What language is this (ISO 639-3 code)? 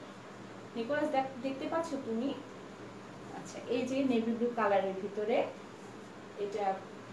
ben